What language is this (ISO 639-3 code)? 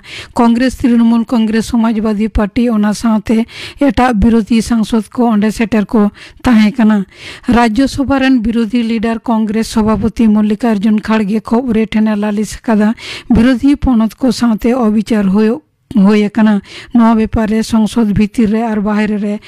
sat